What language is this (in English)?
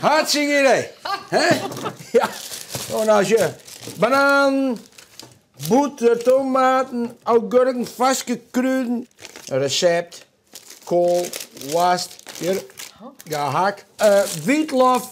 Western Frisian